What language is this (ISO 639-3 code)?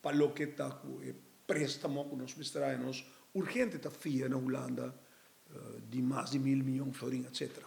pap